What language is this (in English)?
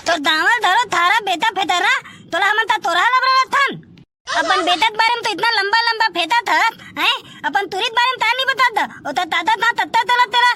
Chhattisgarhi